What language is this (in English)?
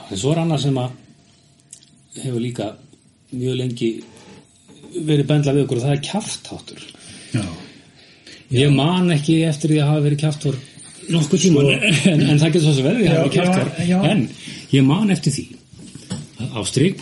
Icelandic